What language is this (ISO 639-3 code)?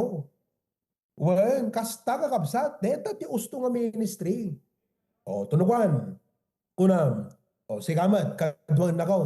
ilo